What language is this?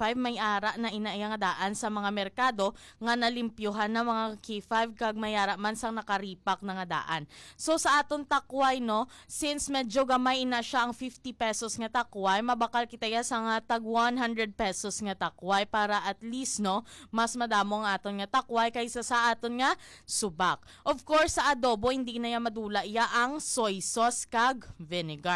Hiligaynon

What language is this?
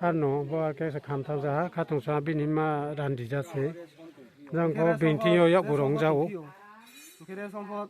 Riang (India)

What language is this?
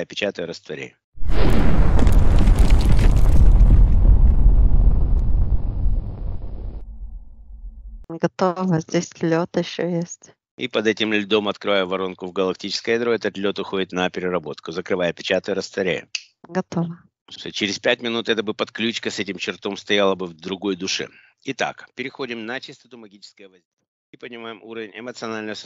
Russian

